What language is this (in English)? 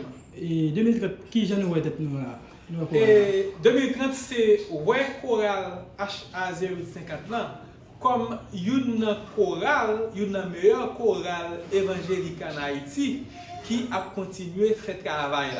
Haitian Creole